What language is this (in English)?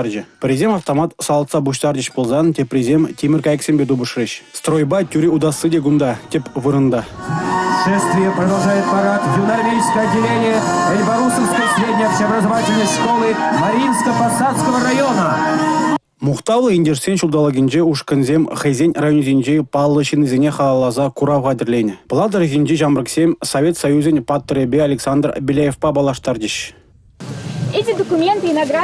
Chuvash